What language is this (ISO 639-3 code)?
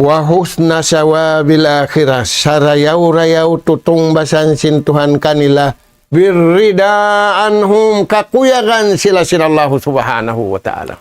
tsg